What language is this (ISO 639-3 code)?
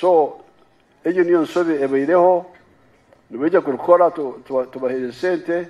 nyn